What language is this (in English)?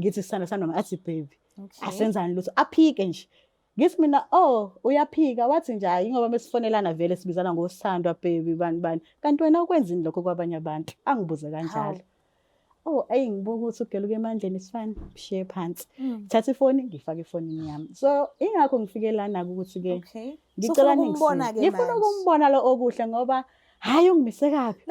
Zulu